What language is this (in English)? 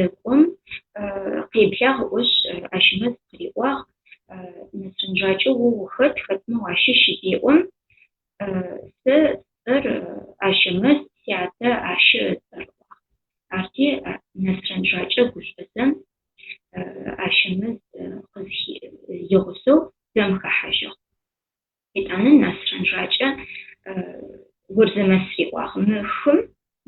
Adyghe